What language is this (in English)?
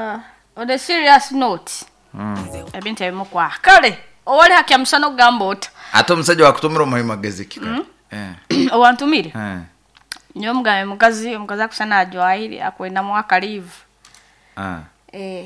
Nyoro